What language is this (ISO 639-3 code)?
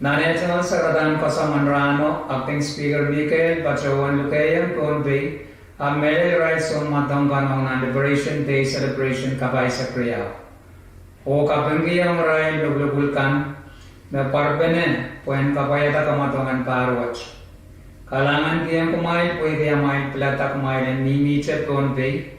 pon